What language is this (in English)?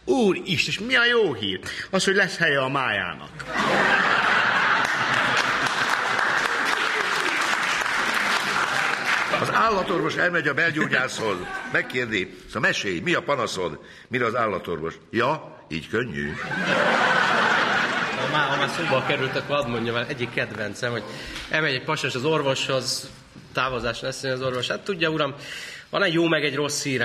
Hungarian